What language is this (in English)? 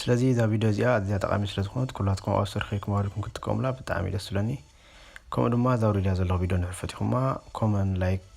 Tigrinya